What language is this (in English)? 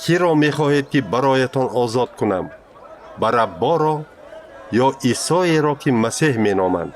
Tajik